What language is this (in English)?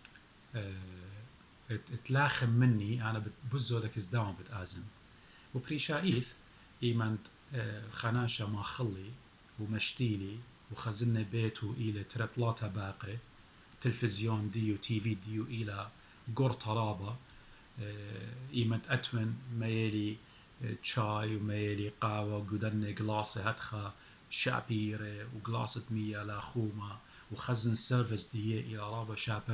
Assyrian Neo-Aramaic